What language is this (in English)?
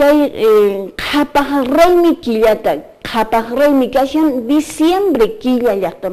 Quechua